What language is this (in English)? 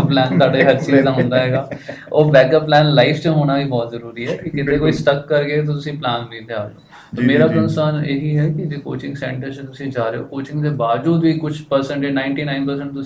Punjabi